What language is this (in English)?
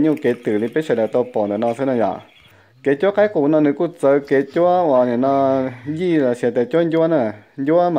Hmong